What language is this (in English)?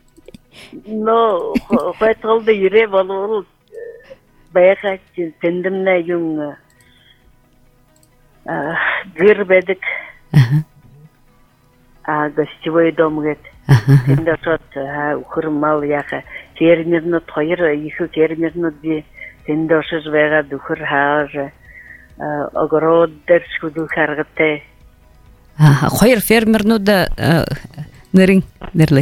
Buriat